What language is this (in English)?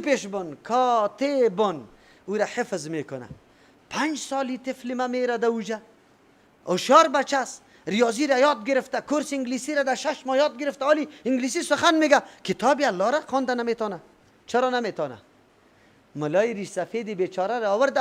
Persian